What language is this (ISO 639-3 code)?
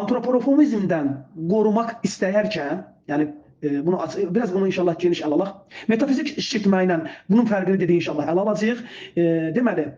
aze